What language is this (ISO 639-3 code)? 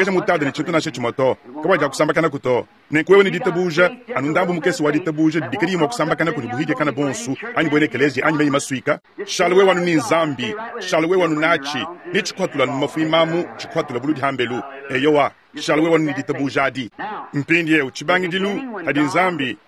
lua